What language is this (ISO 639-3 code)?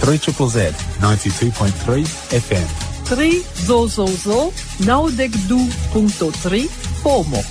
epo